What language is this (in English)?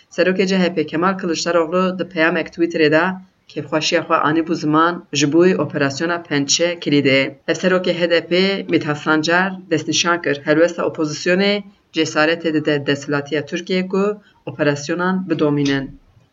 Kurdish